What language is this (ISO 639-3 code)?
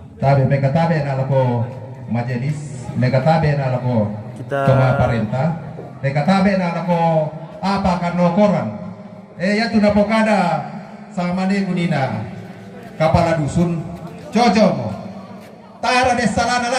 sda